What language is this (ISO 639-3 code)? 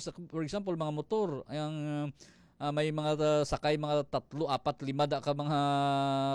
fil